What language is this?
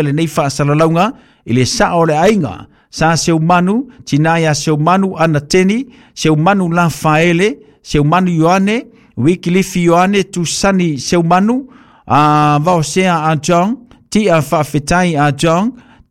Samoan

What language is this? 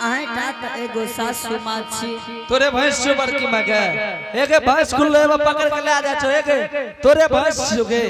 Angika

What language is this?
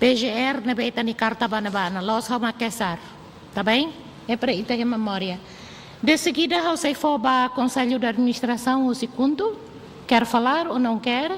Tetum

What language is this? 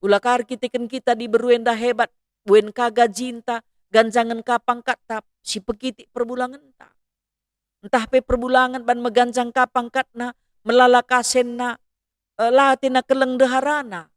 Batak Karo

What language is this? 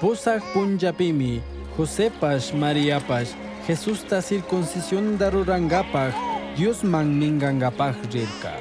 Chimborazo Highland Quichua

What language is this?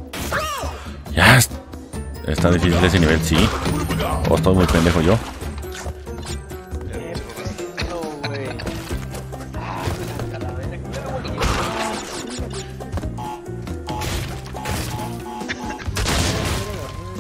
Spanish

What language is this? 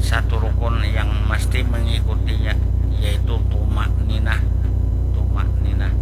Banjar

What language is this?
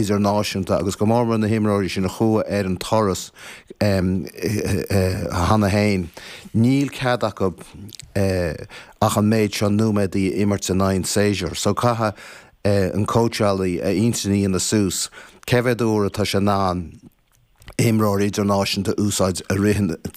Irish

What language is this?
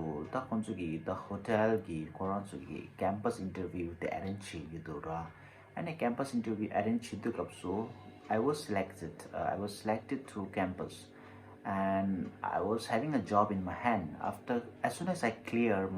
Tibetan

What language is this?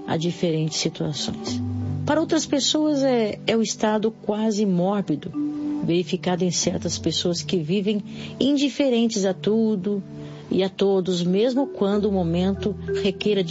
Portuguese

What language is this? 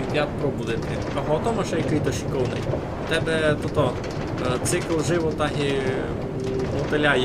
Rusyn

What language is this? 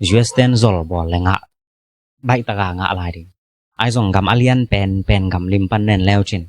Tedim Chin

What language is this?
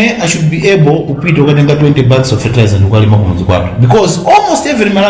Nyanja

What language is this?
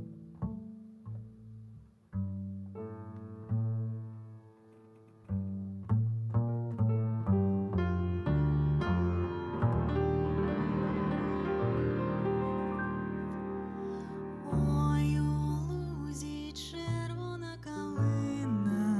Ukrainian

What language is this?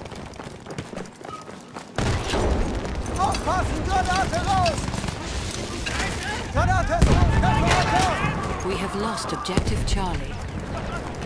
Norwegian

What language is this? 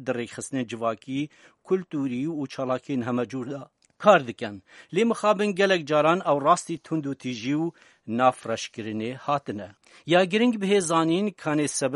Kurdish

